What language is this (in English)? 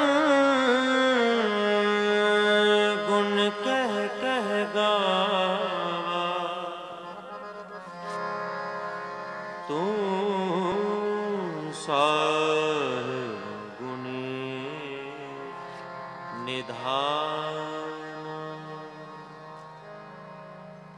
Punjabi